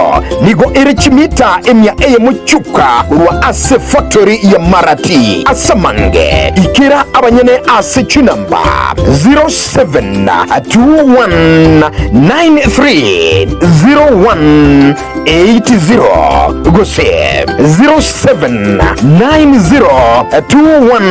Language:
Gusii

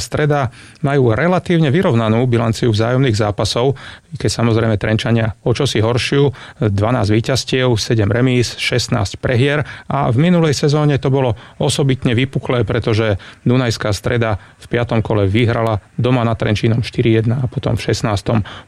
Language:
Slovak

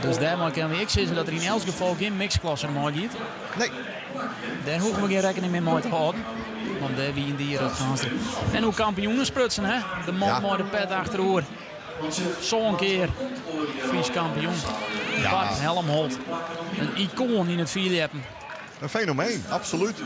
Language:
Western Frisian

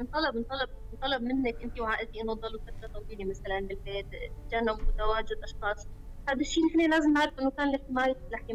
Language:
North Levantine Arabic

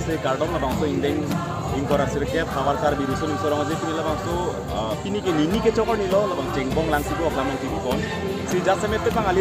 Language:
Karbi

